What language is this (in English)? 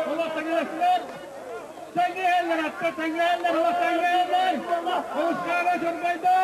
Yakut